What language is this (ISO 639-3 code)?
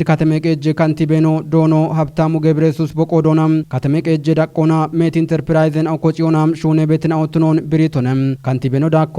kbr